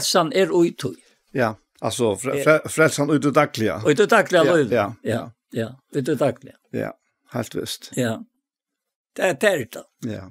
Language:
Faroese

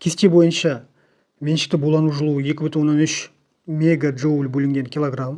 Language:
Kazakh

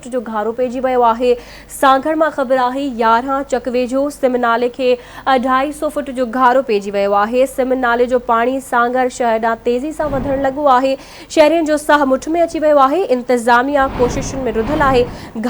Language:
Sindhi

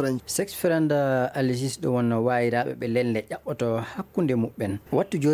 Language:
Maasina Fulfulde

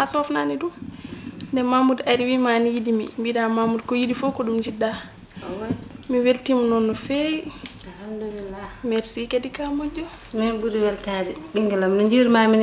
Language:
Fula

